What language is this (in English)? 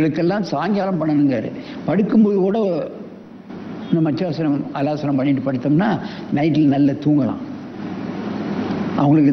Tamil